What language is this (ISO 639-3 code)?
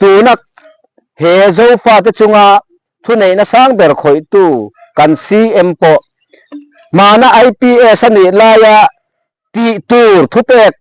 lus